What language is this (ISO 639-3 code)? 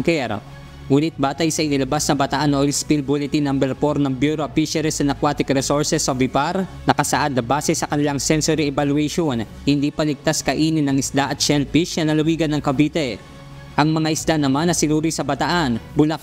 fil